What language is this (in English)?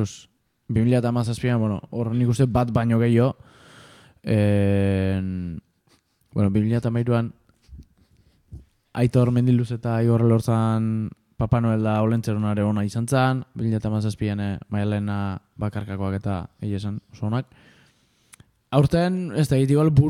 Basque